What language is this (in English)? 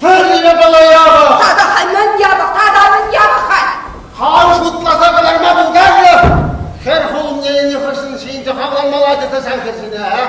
Chuvash